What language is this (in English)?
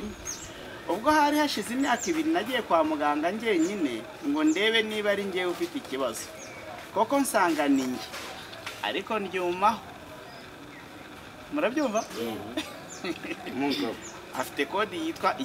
Kinyarwanda